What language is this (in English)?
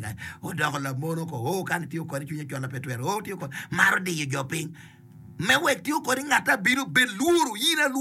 Acoli